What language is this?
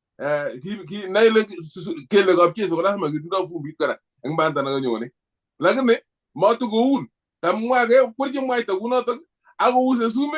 Kalenjin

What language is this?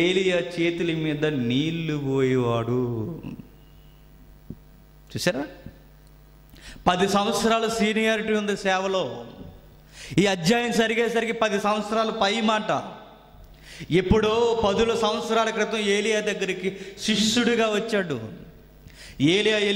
Telugu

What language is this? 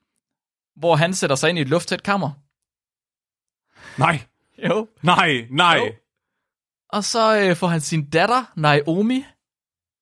Danish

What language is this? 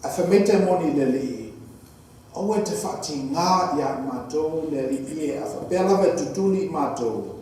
Samoan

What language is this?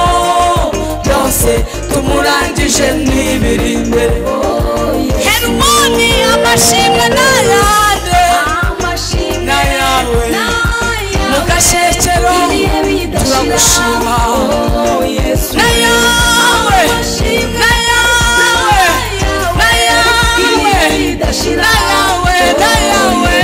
Kinyarwanda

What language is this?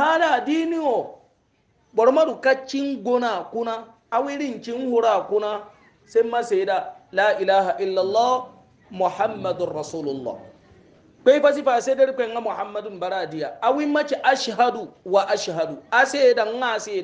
Hausa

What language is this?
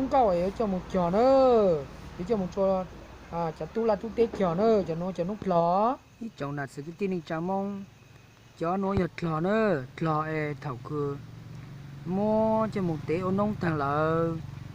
Hmong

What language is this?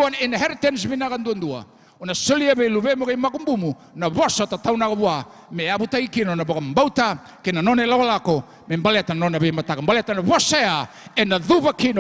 Fijian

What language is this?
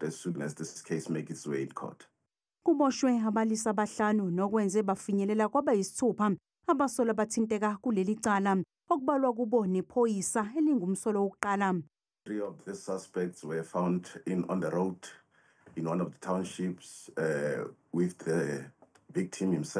Zulu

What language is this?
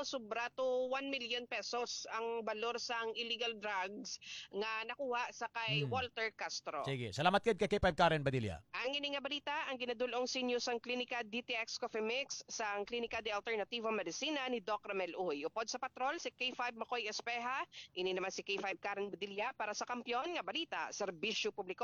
Hiligaynon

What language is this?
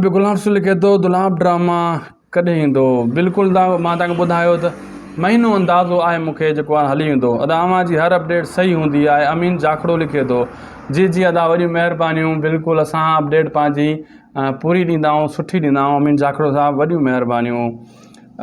Sindhi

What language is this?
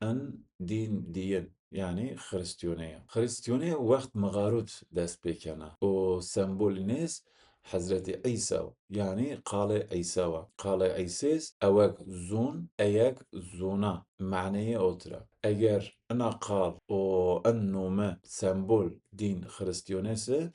Zaza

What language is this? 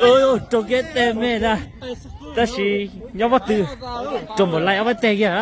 Hmong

